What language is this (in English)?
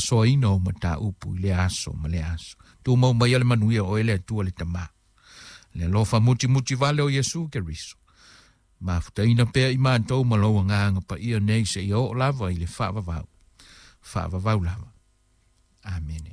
Samoan